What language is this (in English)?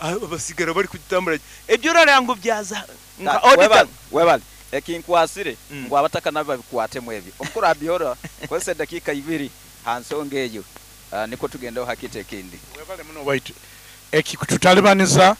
Nyoro